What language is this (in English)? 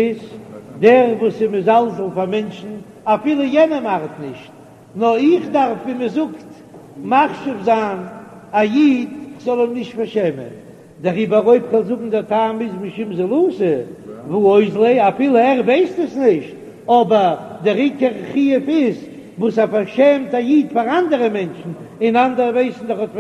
Yiddish